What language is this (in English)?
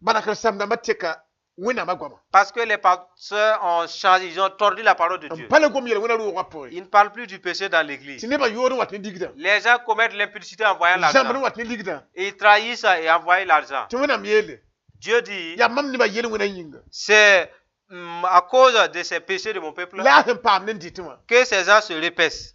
Mossi